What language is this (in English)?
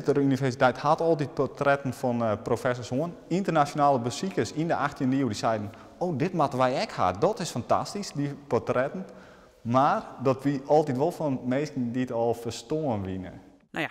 Western Frisian